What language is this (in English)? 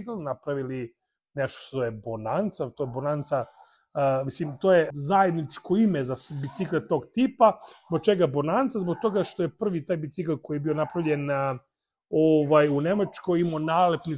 Serbian